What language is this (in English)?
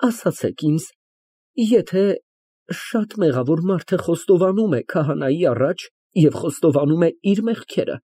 Armenian